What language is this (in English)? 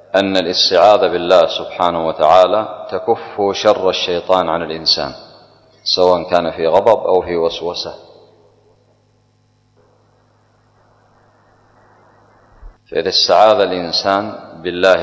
Arabic